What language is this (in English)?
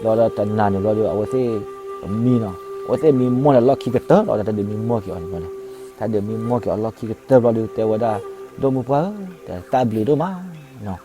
S'gaw Karen